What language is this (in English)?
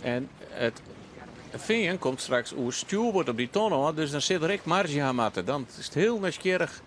Western Frisian